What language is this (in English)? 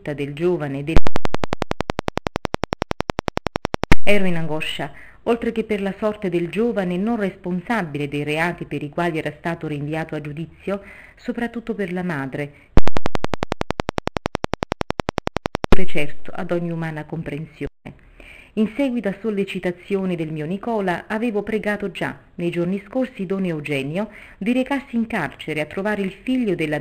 Italian